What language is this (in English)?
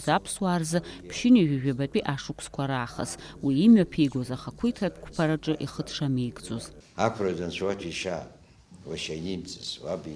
Abkhazian